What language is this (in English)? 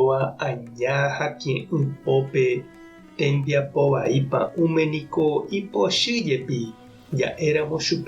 Guarani